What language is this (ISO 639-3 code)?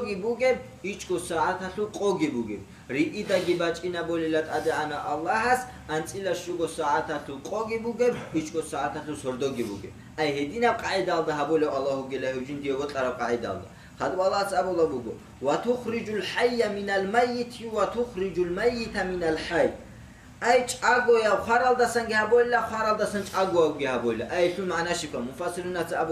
ava